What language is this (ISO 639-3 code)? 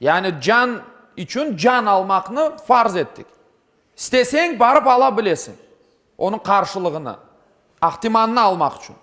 crh